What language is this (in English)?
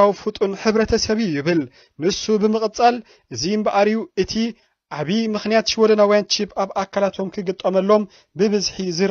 Tigrinya